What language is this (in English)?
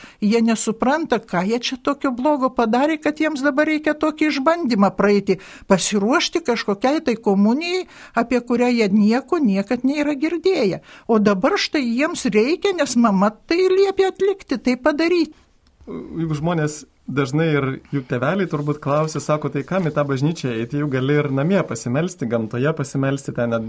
Lithuanian